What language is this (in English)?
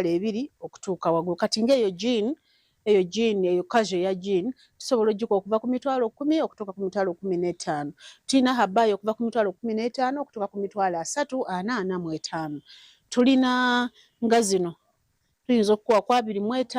Nyankole